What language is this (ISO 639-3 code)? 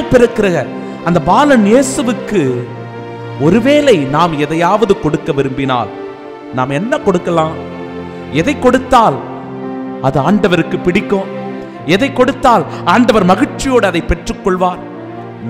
tam